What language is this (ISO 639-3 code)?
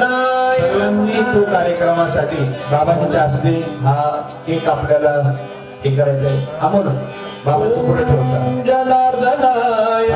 mar